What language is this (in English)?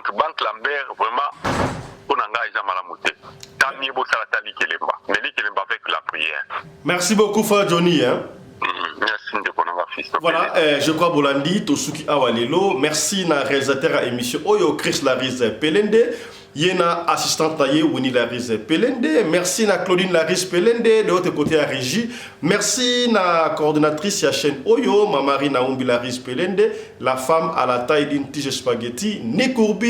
Lingala